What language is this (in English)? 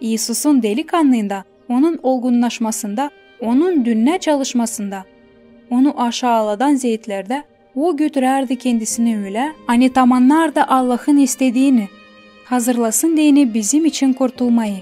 Gagauz